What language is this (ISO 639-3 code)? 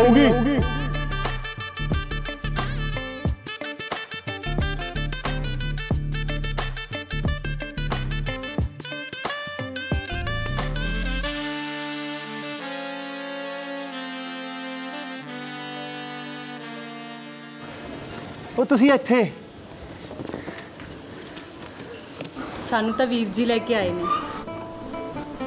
pan